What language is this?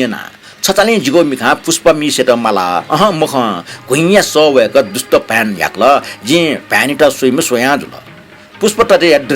Newari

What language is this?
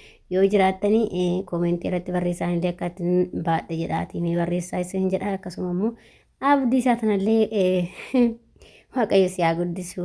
Oromo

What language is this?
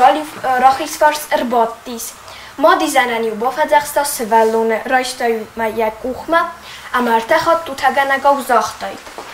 Ossetic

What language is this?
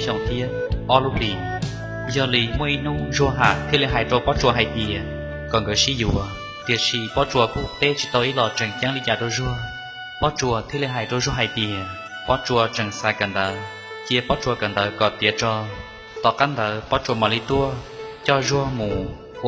Hmong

